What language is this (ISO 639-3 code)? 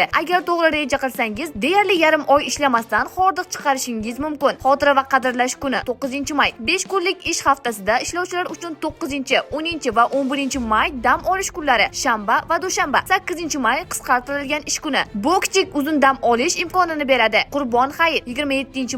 uzb